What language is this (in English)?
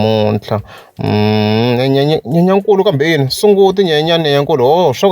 Tsonga